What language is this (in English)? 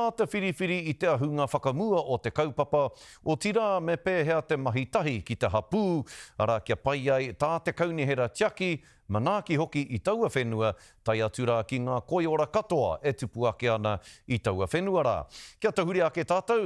Māori